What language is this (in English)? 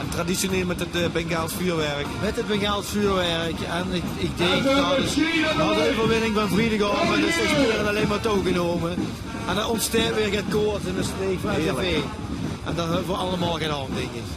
Limburgish